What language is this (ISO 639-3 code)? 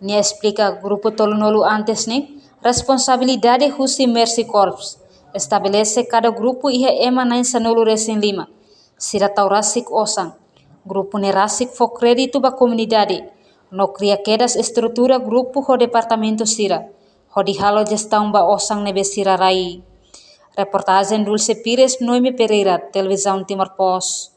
tet